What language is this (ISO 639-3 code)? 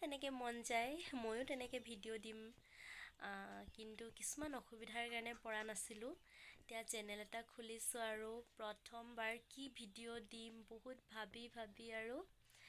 asm